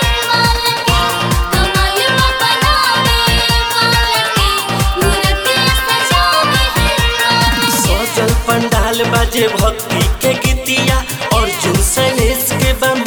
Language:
Bhojpuri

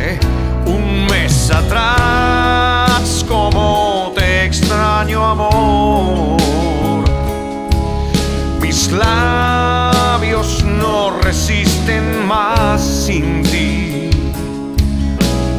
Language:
Spanish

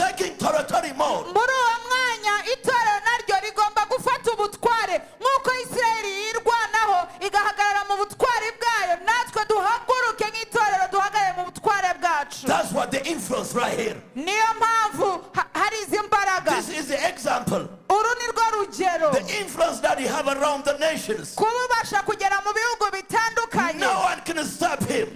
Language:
Kinyarwanda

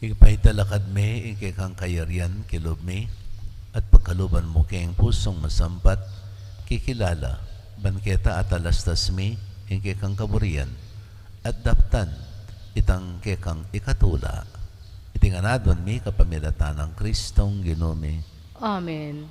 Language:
Pampanga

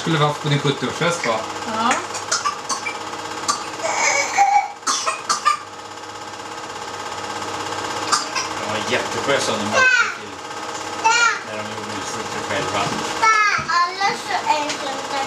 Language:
Swedish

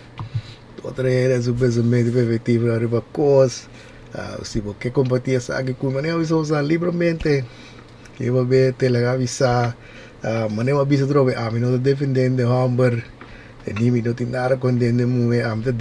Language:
Papiamento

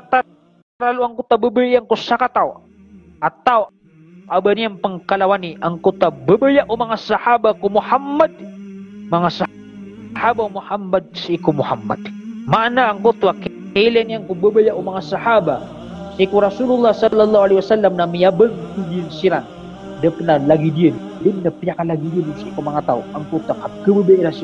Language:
Maranao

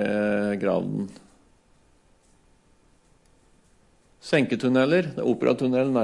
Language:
Norwegian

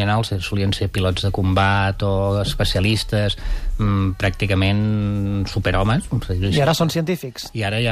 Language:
Catalan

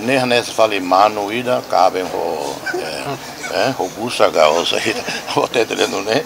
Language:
Tetum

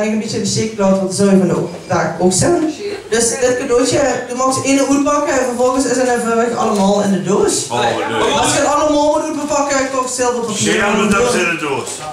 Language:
Limburgish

